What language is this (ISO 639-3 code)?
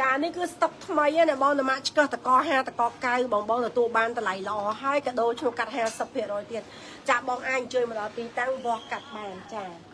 khm